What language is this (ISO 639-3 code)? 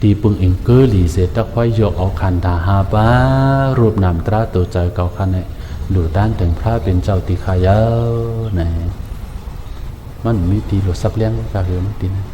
shn